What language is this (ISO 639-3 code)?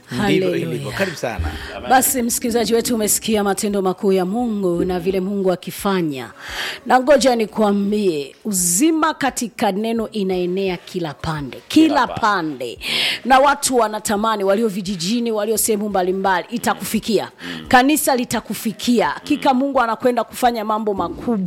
swa